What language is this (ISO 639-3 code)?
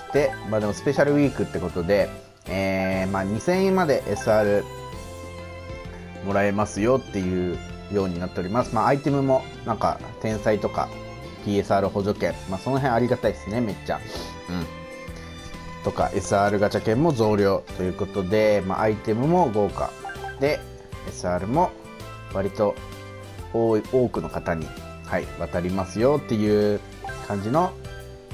jpn